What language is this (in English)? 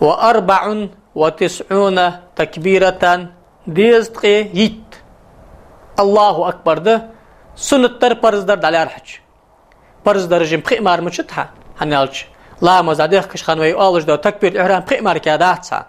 Ingush